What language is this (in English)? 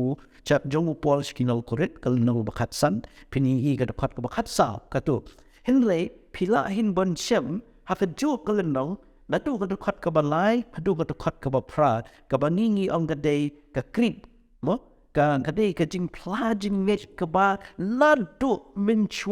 Khasi